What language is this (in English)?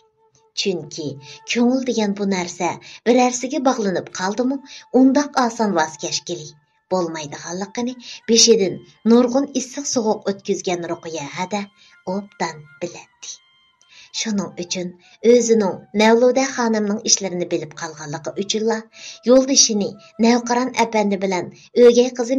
Uyghur